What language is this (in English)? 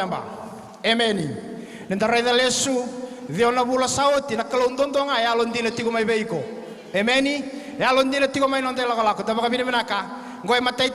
Fijian